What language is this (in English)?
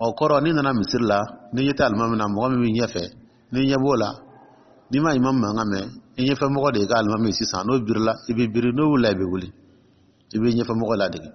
Dyula